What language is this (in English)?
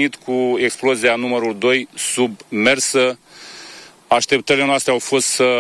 Romanian